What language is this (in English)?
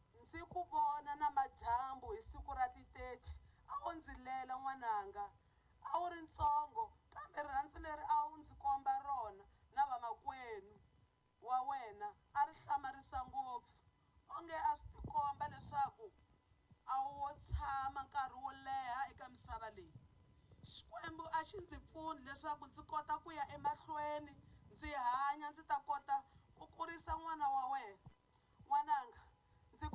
Tsonga